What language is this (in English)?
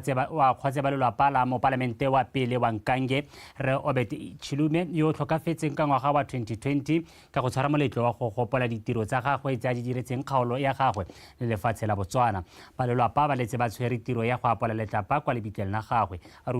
Tswana